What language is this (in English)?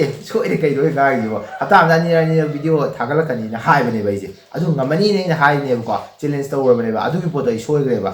Manipuri